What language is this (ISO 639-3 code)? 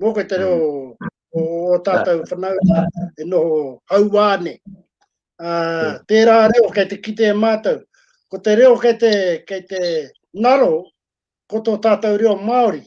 mri